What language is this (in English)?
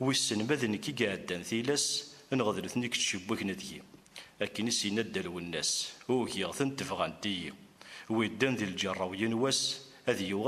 Kabyle